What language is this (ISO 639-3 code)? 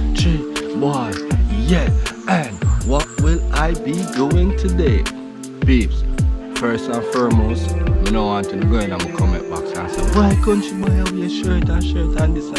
jam